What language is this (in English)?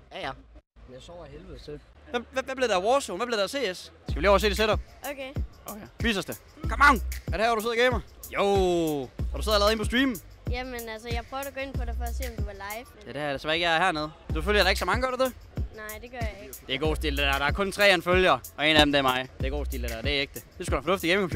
Danish